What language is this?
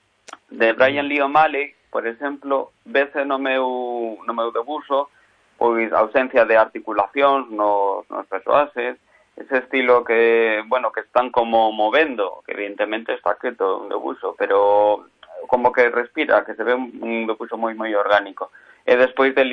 Galician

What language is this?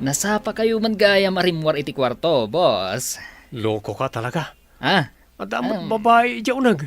Iloko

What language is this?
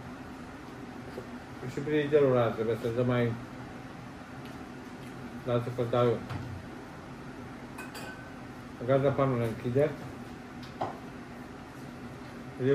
Romanian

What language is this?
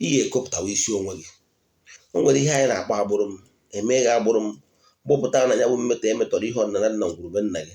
Igbo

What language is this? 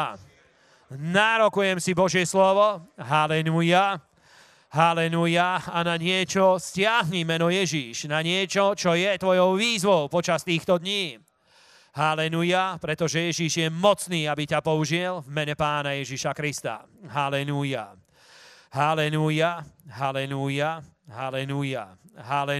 Slovak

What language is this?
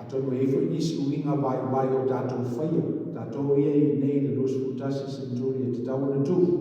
Samoan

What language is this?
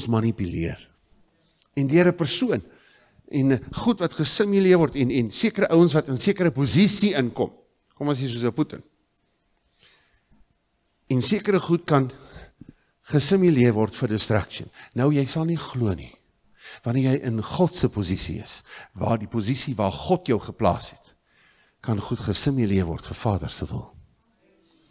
Afrikaans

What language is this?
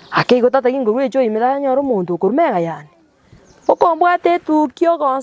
Gusii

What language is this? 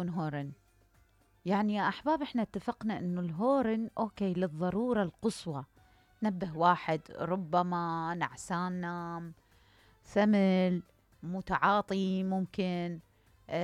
Mesopotamian Arabic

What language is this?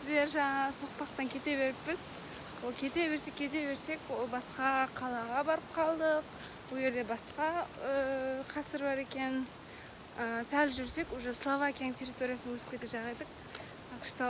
Kara-Kalpak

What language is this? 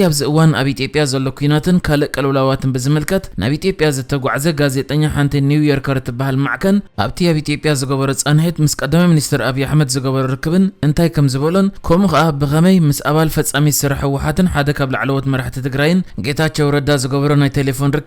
Tigrinya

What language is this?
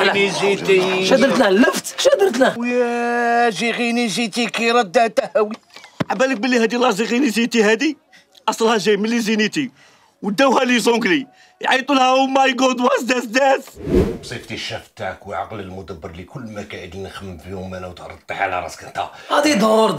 Algerian Arabic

